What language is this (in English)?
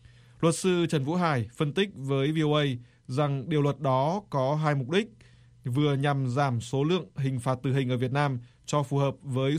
Vietnamese